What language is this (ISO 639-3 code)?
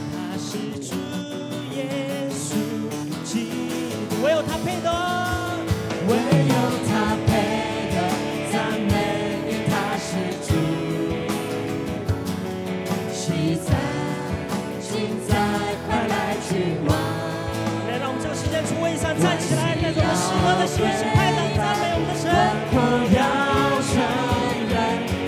zho